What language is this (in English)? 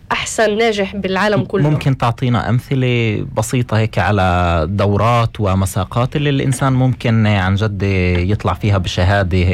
North Levantine Arabic